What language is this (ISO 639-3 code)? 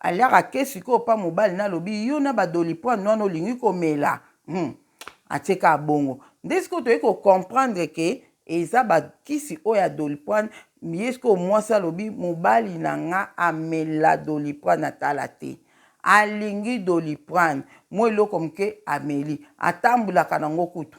lin